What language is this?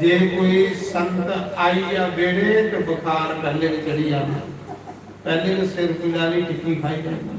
Dogri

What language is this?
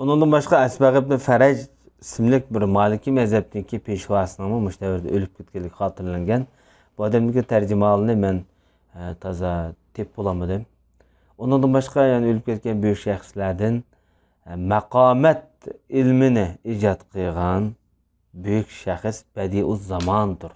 Uyghur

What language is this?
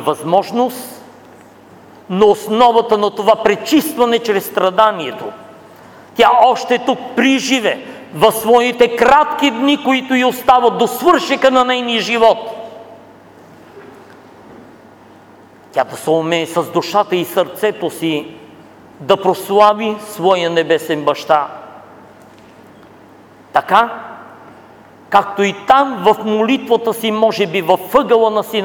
Bulgarian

